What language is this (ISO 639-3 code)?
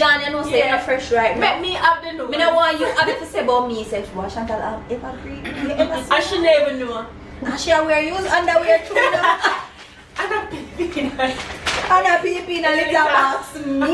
jam